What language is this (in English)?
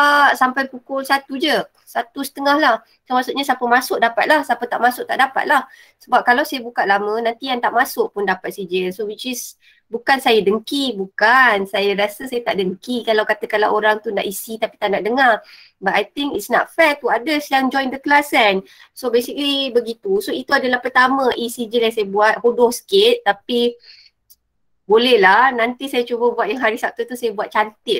Malay